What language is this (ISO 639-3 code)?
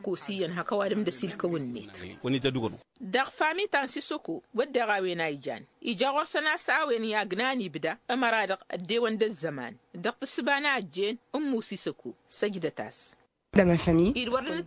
taq